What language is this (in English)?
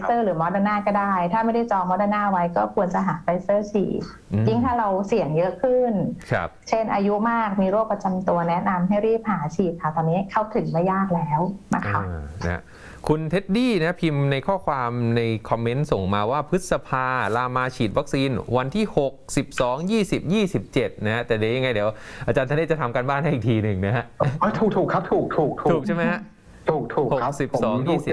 Thai